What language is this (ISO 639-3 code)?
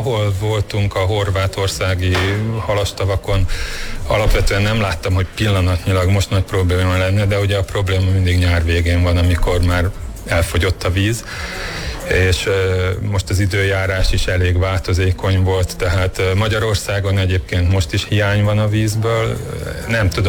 hun